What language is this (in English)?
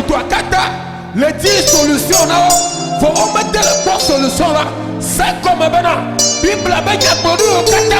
Ewe